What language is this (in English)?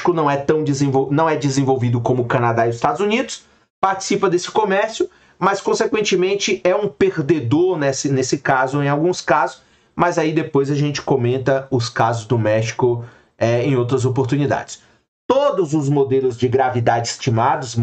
Portuguese